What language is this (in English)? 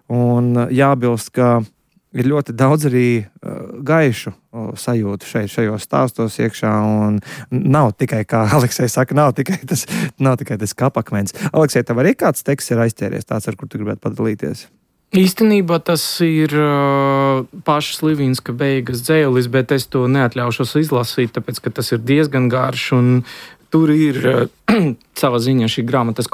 Latvian